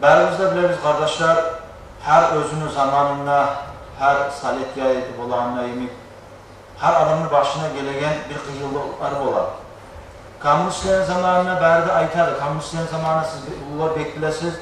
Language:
Kumyk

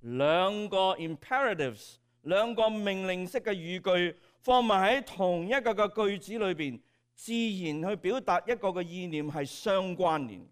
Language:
Cantonese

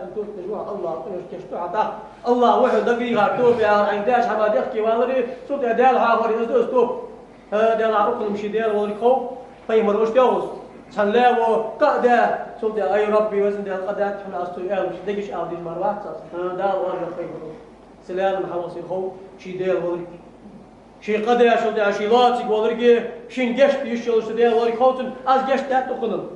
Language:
Ingush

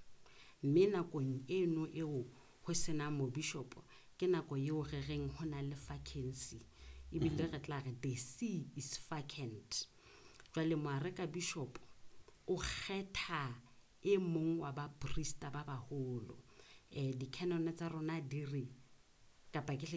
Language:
Southern Sotho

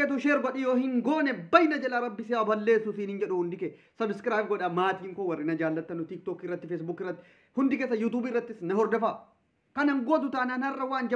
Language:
Oromo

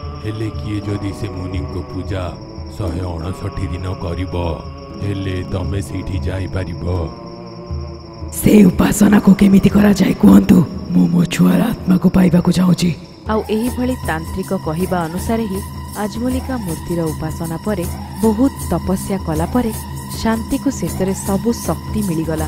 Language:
Odia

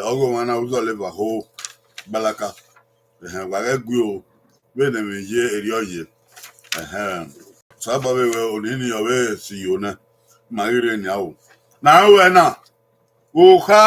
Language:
Bini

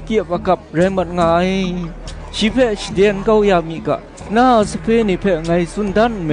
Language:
Kachin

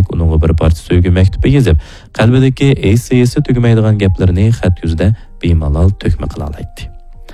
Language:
Uyghur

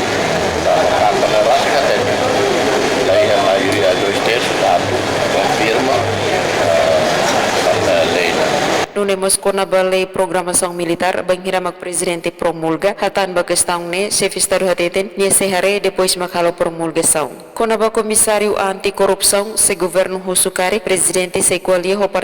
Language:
Tetum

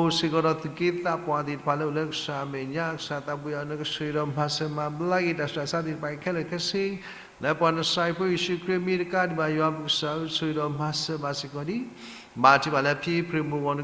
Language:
S'gaw Karen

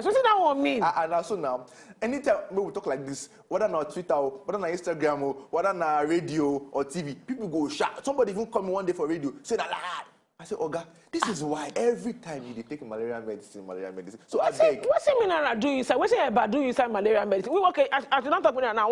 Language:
Nigerian Pidgin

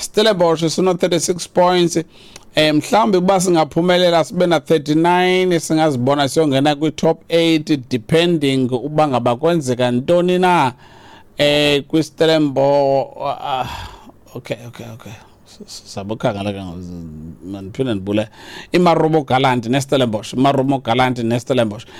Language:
Xhosa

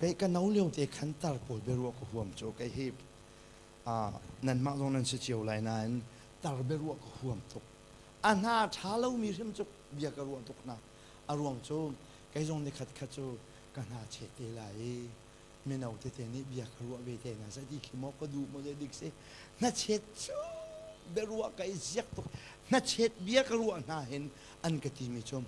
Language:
Hakha Chin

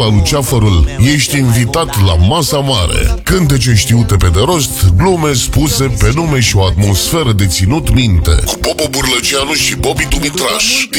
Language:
Romanian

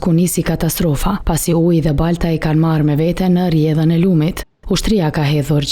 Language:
Albanian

